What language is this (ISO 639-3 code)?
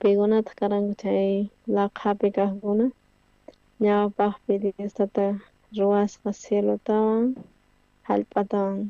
quh